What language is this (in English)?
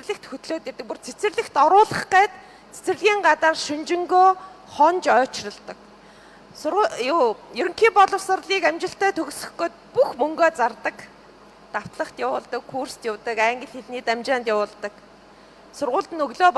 Mongolian